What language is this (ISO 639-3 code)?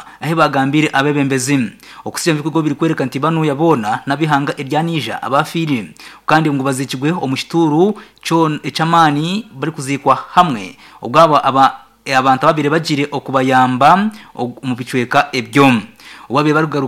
nyn